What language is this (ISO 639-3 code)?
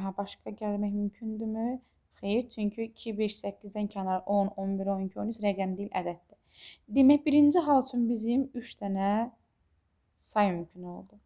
aze